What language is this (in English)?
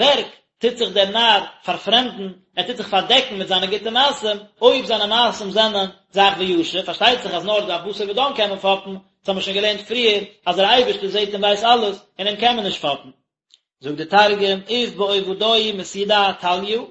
Yiddish